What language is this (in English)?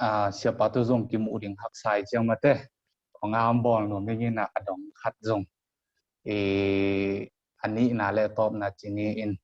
Tedim Chin